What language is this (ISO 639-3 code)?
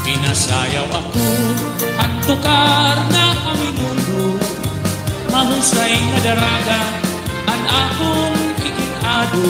war